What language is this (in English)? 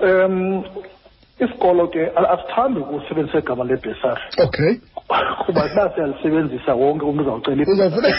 Xhosa